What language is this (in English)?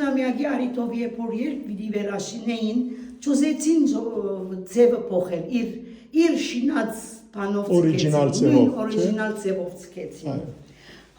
Western Armenian